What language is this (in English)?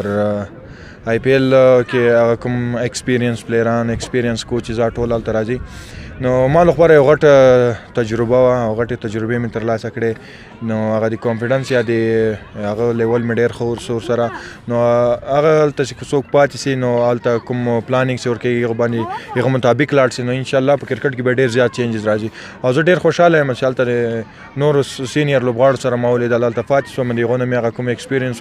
Pashto